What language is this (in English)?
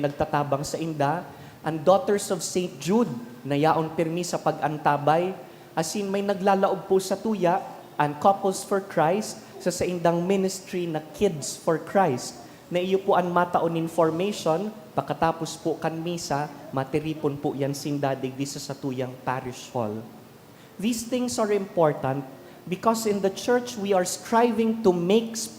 Bikol